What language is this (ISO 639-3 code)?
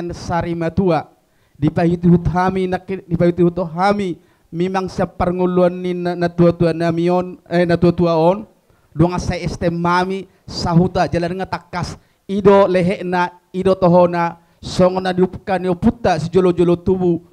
bbc